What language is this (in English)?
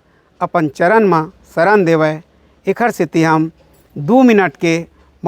Chhattisgarhi